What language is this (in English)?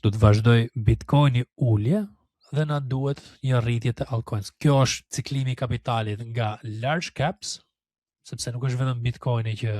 Albanian